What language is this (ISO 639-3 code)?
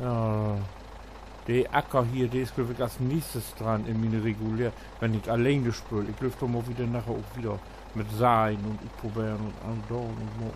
nds